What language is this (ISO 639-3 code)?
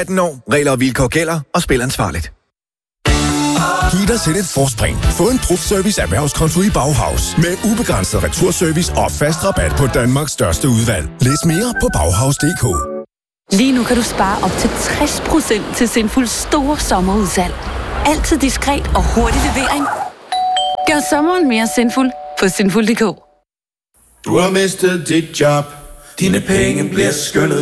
dan